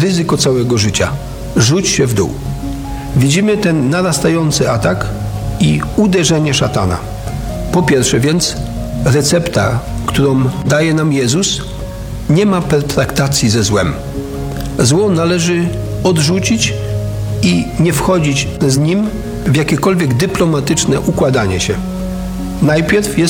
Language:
Polish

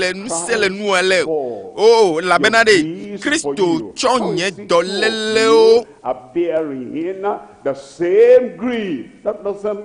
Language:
Ewe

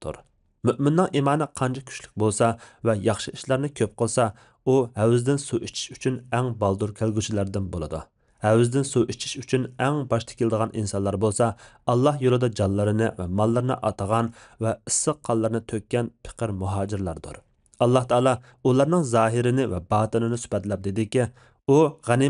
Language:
Uyghur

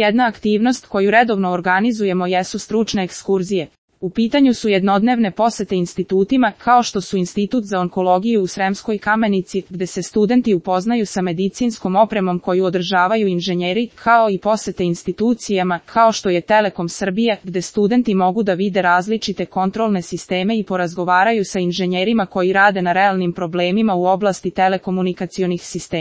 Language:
Serbian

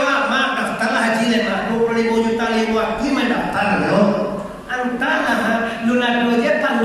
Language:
Minangkabau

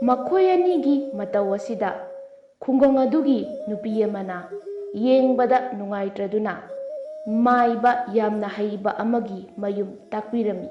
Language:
Manipuri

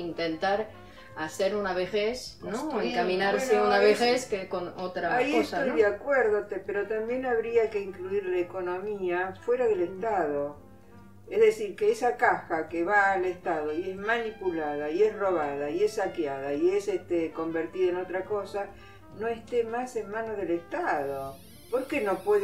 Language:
Spanish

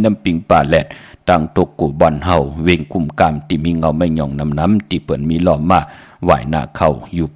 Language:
Shan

